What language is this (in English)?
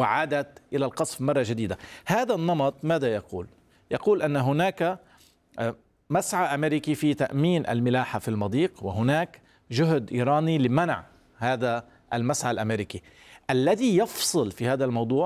Arabic